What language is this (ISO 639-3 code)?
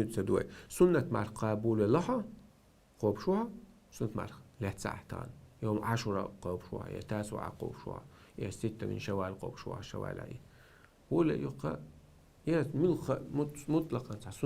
che